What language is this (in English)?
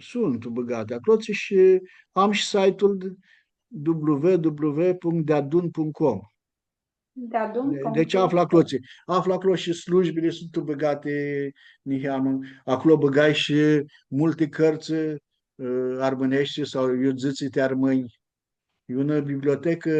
Aromanian